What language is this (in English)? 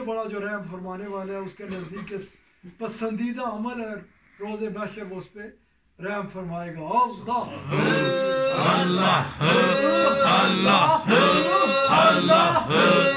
Urdu